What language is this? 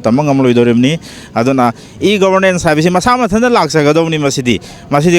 Manipuri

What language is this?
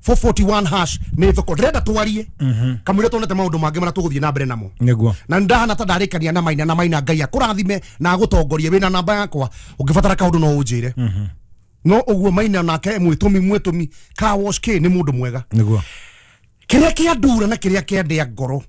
Kikuyu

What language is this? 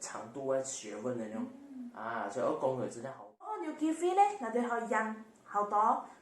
Hakka Chinese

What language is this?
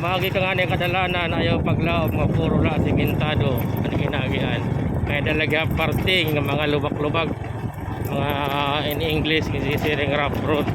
Waray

